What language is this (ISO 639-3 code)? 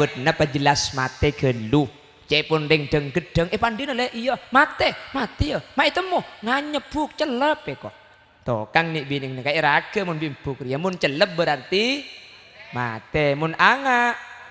mad